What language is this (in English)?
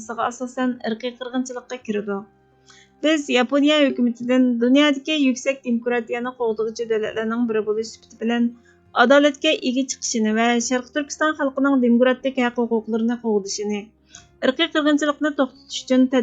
Uyghur